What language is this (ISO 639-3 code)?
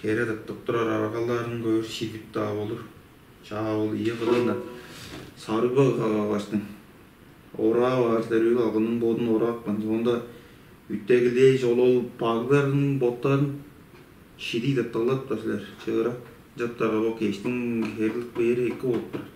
tyv